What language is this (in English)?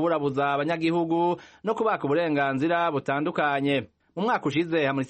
Kinyarwanda